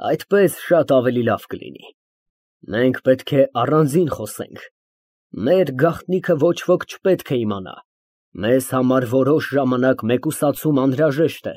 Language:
Armenian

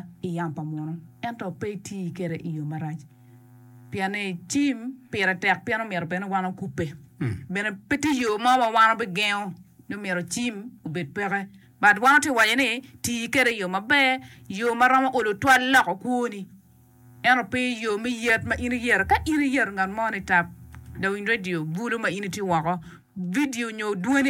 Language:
Acoli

